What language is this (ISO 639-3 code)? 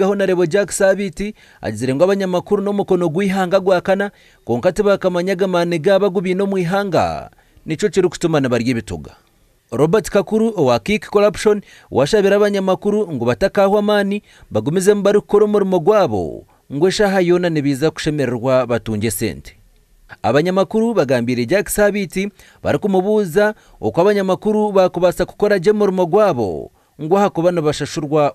nyn